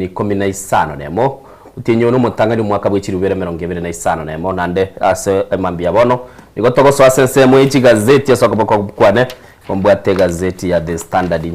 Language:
Gusii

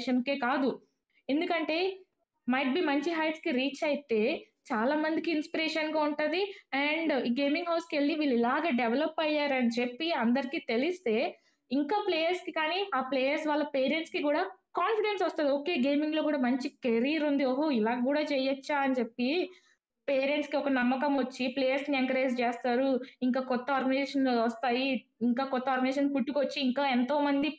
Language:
Telugu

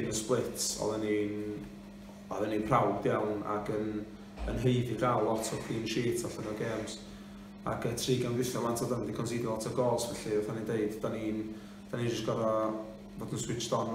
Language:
Welsh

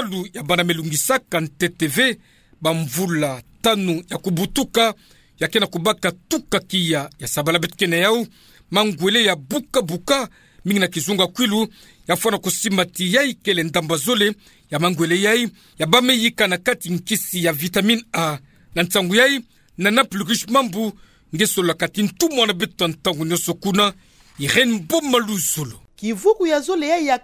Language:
Kituba (Democratic Republic of Congo)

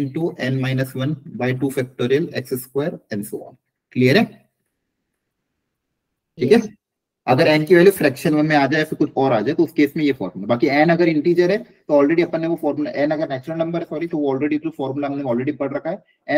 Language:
Hindi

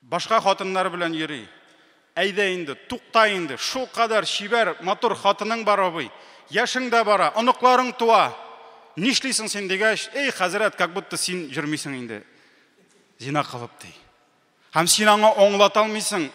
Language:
Tatar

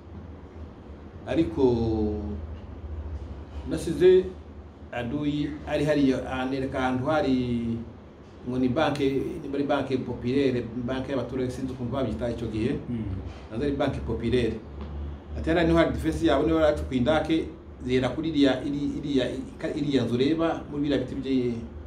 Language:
Kinyarwanda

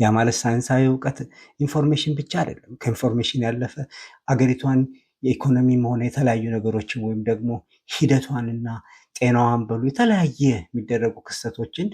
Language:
Amharic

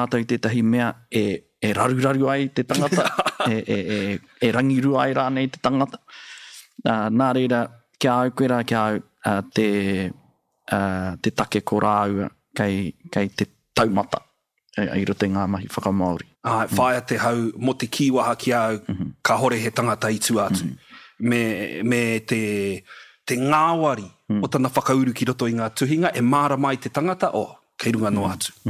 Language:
Māori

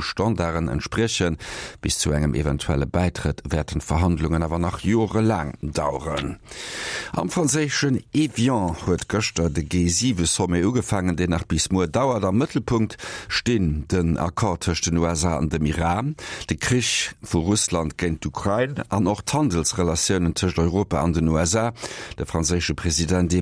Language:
Luxembourgish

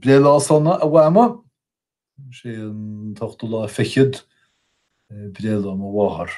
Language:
Irish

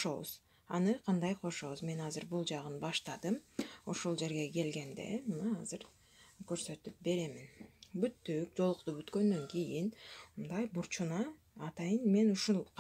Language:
Kyrgyz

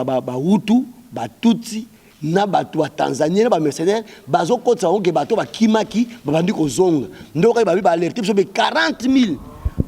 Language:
Lingala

